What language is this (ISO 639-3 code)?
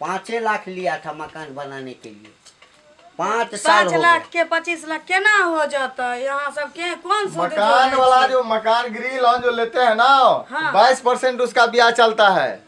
mai